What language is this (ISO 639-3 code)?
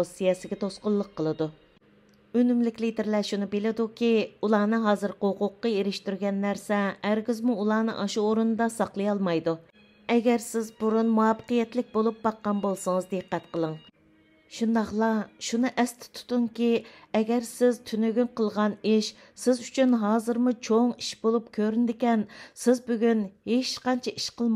uig